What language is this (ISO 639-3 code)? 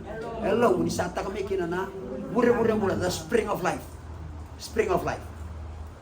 fij